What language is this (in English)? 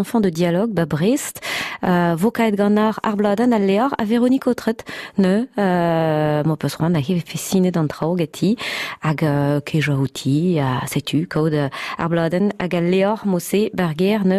Breton